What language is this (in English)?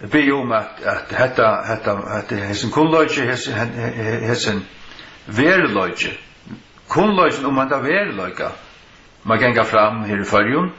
Faroese